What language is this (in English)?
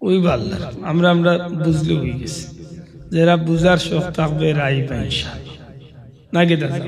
Sylheti